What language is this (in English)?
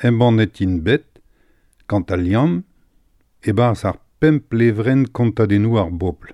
Breton